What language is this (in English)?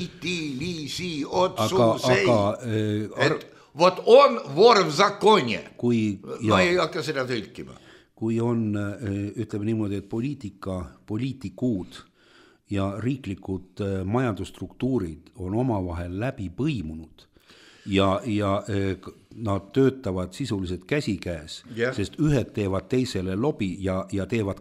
Estonian